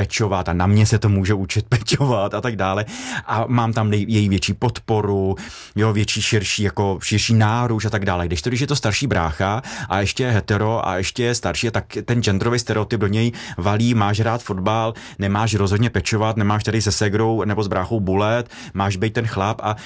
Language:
Czech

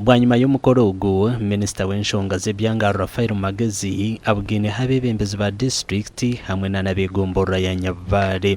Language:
Nyankole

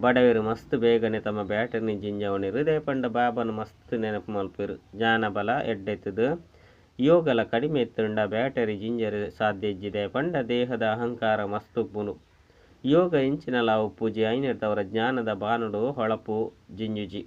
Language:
Tulu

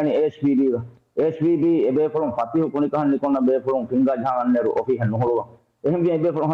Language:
Divehi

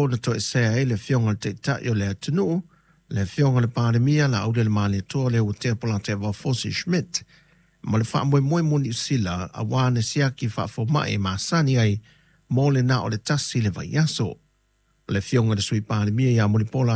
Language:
Samoan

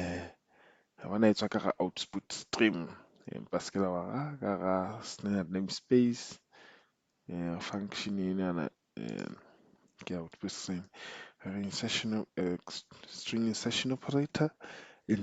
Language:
Southern Sotho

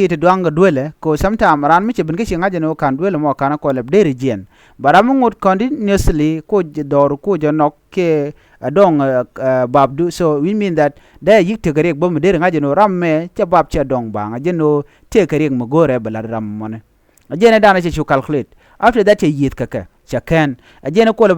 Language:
Nuer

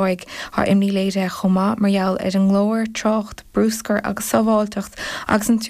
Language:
Irish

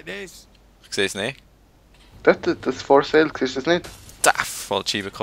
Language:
Swiss German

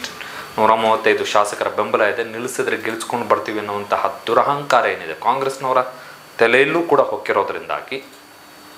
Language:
Kannada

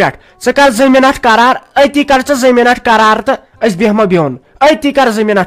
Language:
Kashmiri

